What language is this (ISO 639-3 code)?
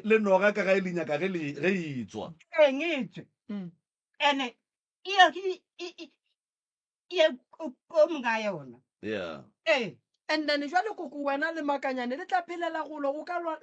nso